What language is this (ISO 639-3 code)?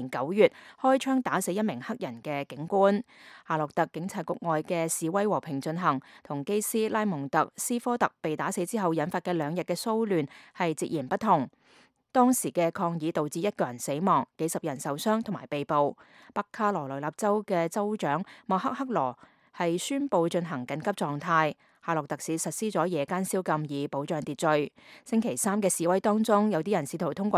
yue